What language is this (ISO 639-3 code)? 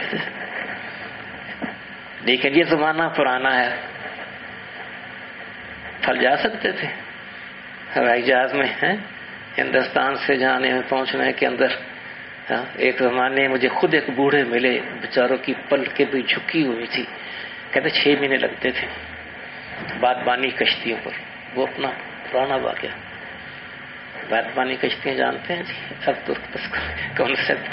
urd